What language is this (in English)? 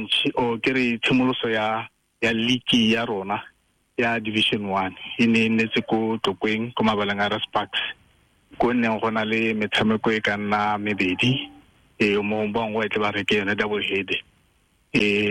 Tswana